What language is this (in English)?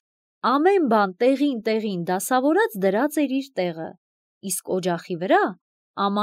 Armenian